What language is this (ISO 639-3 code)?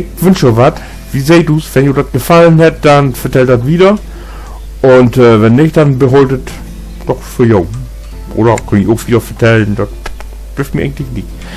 nds